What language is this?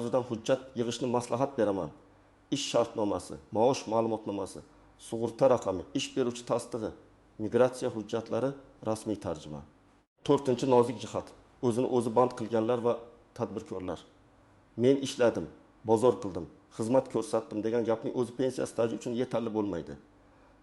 Uzbek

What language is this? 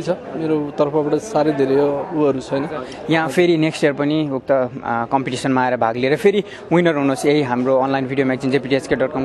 Nepali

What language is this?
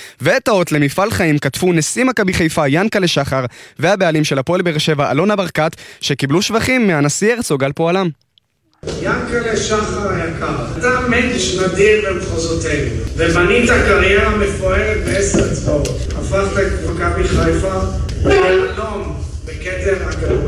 Hebrew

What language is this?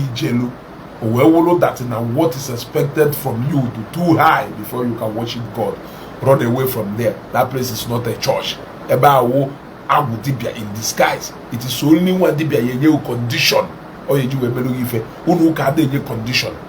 Igbo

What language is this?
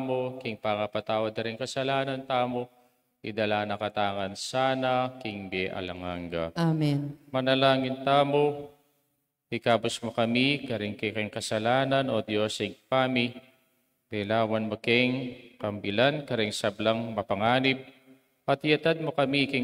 Pampanga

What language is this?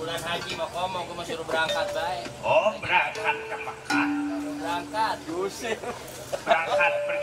Betawi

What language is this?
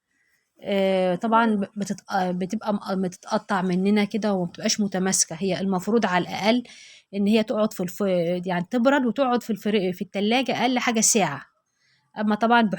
Egyptian Arabic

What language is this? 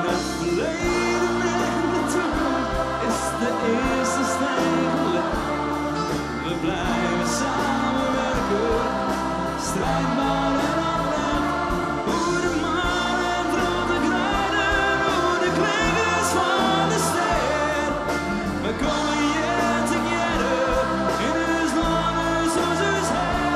Western Frisian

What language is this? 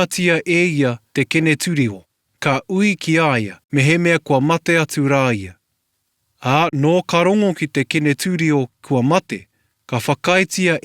Māori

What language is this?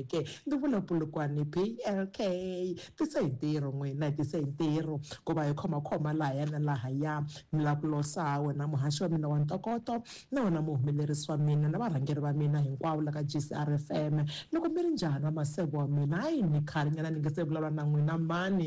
Tsonga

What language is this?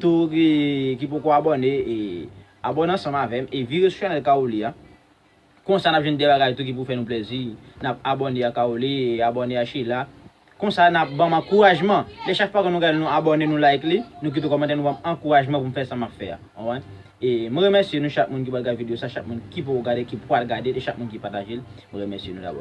Haitian Creole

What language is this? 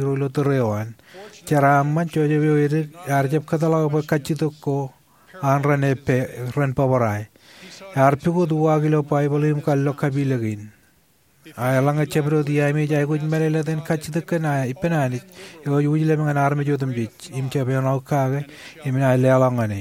Marshallese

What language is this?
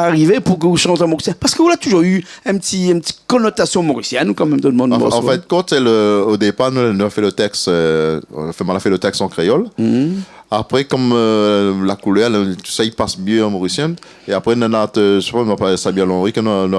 Réunion Creole French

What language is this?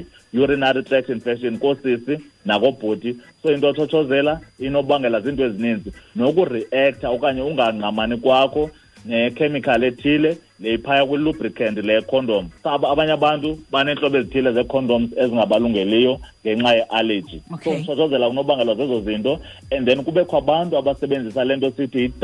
Xhosa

